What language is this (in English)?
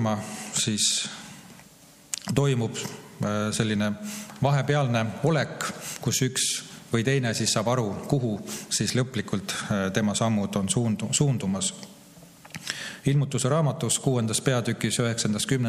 Estonian